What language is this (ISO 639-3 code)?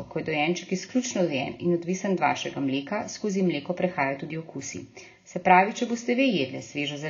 slv